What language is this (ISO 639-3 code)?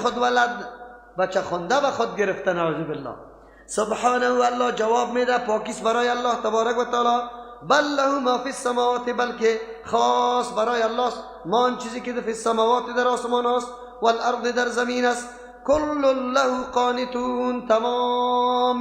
fas